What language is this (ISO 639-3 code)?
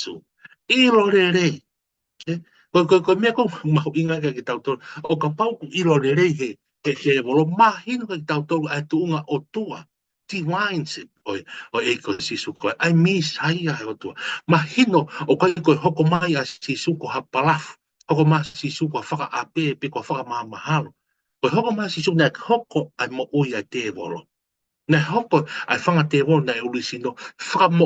ton